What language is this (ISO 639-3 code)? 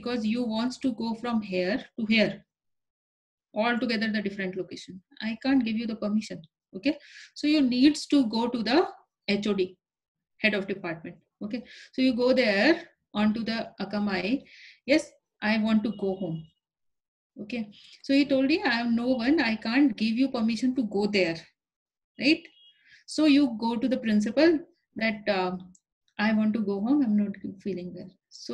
eng